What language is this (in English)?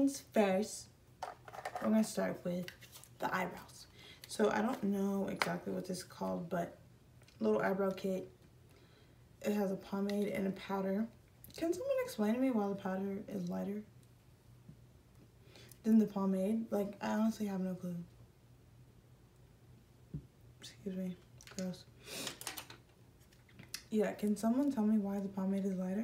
English